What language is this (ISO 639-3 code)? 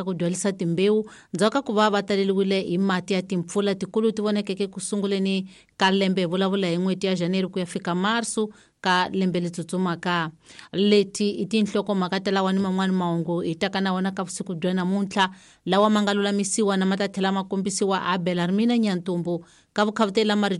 tso